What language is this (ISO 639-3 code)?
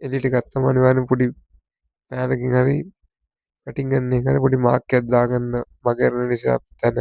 sin